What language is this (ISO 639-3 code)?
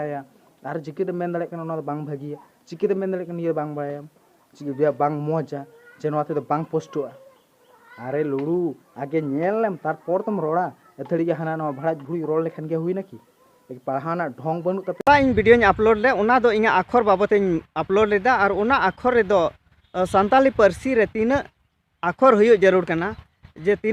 sat